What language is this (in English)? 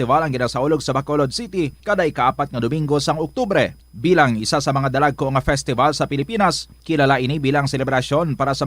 Hiligaynon